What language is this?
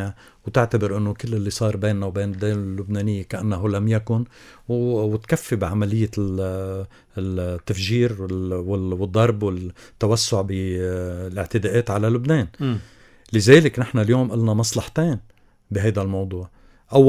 North Levantine Arabic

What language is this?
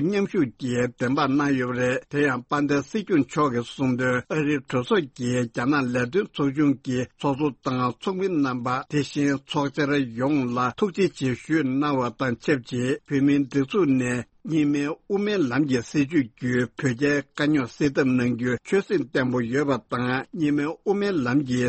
Tibetan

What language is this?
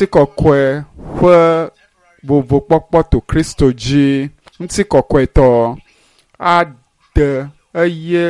Ewe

